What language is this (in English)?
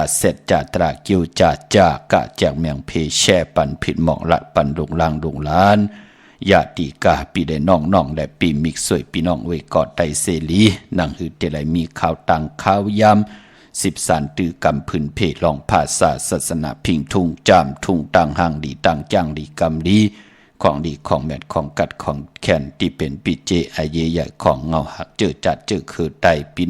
Shan